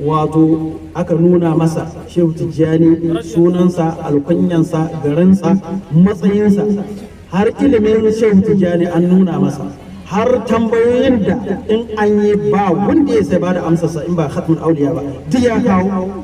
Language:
Hausa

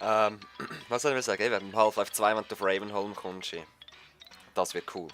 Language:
Swiss German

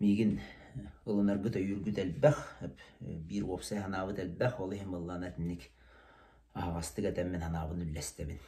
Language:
Yakut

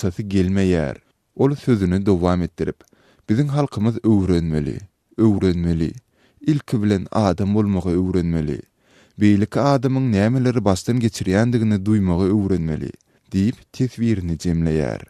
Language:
Turkmen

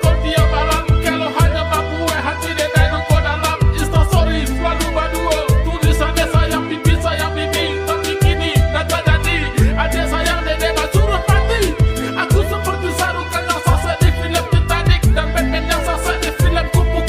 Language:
Minangkabau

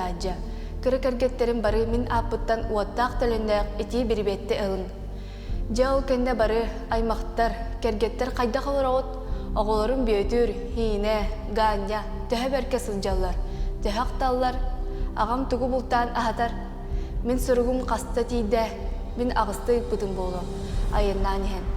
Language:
Yakut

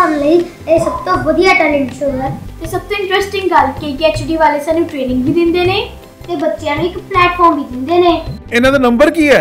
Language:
Punjabi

